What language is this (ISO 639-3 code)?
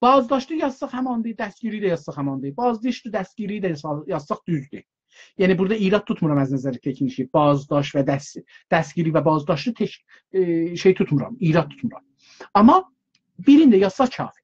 azb